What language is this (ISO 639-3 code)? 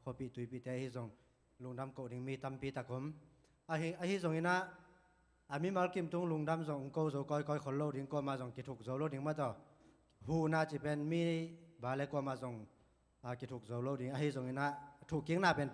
ctd